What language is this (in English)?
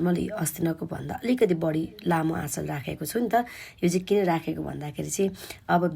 Nepali